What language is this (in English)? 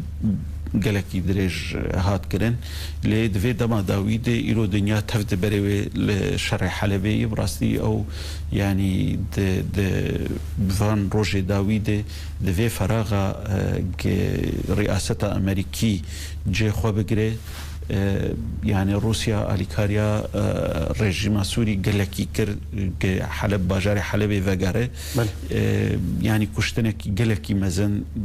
Kurdish